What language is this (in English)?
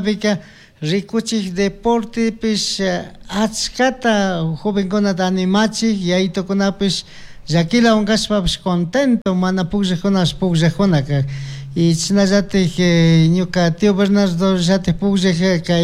Chimborazo Highland Quichua